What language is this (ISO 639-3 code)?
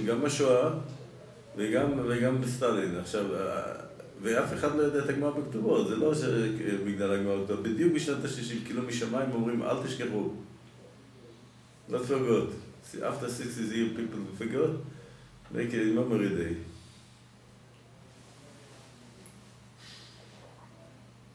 heb